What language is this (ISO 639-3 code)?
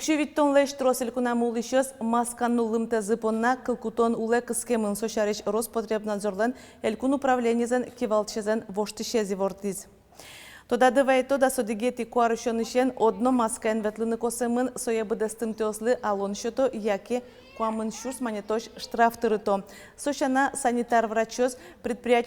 udm